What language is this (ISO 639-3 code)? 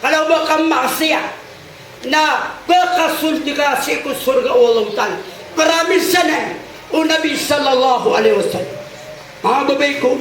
mrw